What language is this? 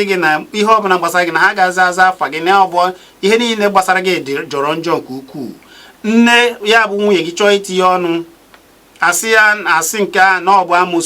Igbo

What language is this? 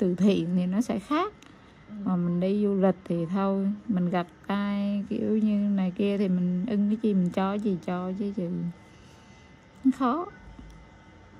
Vietnamese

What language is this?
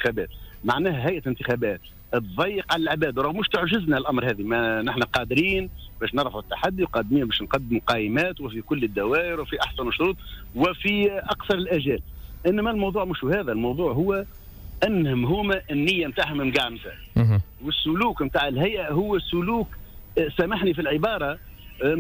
Tunisian Arabic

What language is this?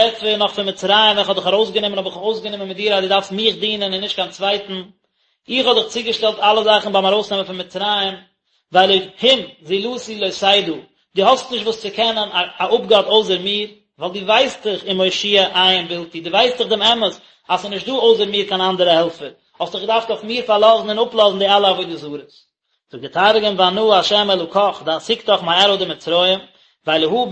Yiddish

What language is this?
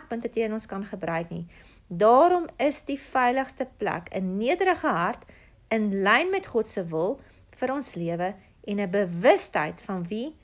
Afrikaans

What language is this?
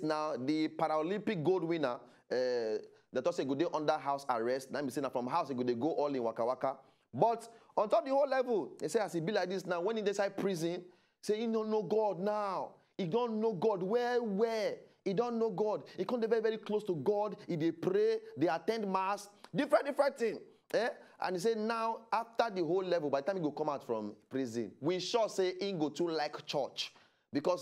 Nigerian Pidgin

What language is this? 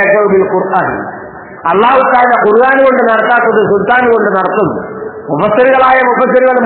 Malayalam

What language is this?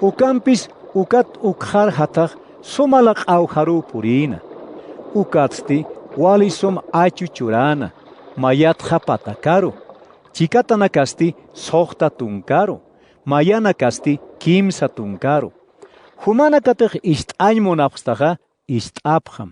Aymara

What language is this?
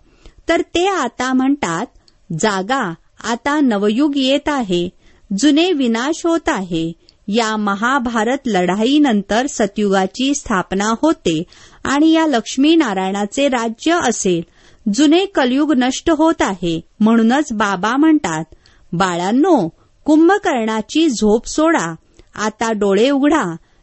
Marathi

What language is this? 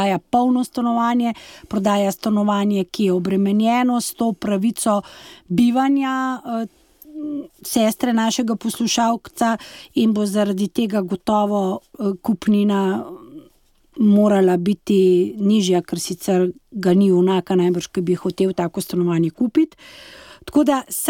Slovenian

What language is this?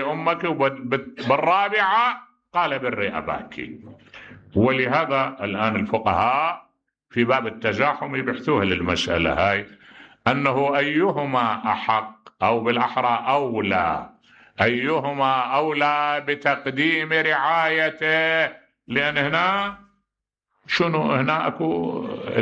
Mesopotamian Arabic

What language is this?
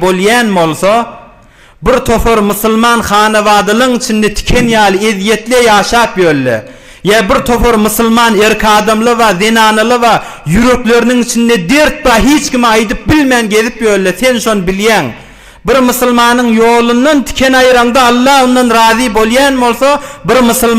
Turkmen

